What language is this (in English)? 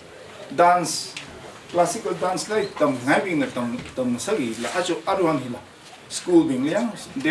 Tangkhul Naga (India)